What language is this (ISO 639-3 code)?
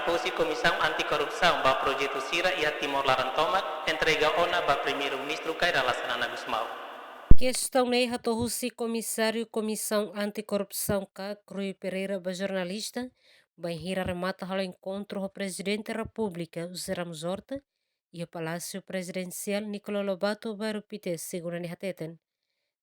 tet